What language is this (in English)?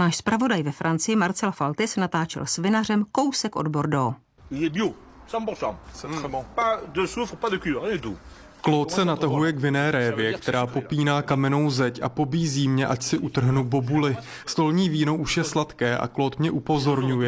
Czech